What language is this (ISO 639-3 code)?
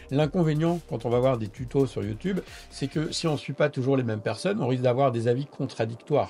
fra